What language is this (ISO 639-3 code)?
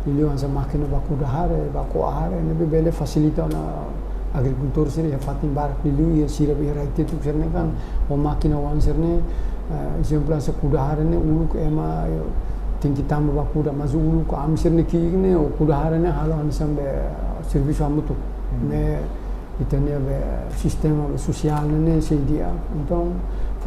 tet